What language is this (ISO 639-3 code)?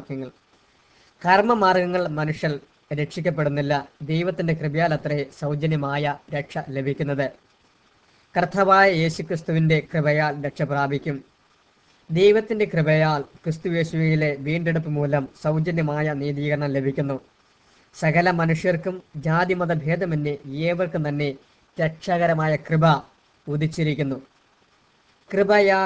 mal